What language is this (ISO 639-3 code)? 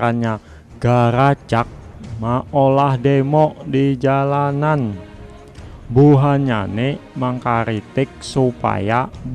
bjn